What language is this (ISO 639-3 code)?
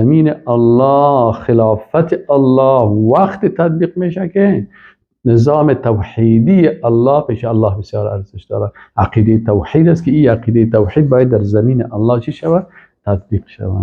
fas